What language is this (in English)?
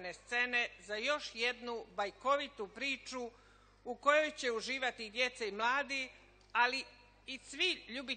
Croatian